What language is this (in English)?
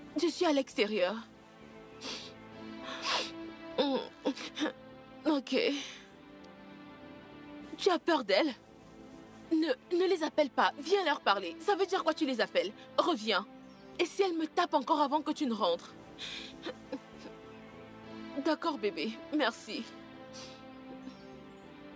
French